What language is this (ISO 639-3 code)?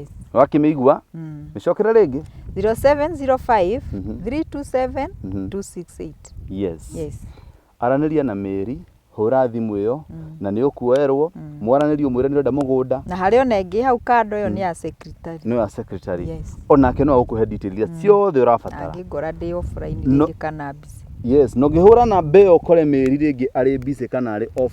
kik